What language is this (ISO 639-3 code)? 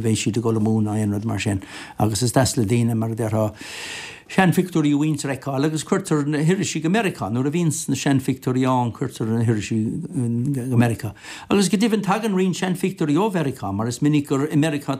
gle